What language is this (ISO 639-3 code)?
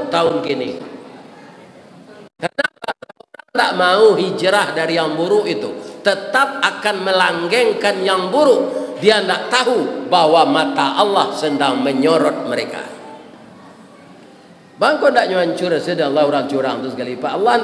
msa